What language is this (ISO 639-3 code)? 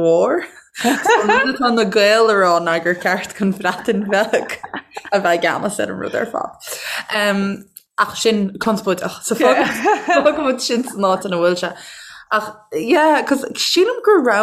gle